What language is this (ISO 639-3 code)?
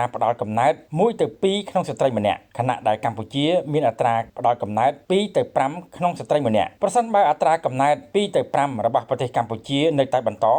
khm